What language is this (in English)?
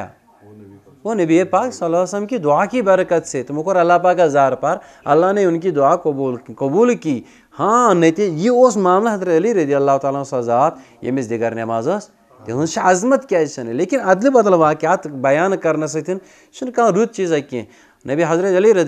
Kashmiri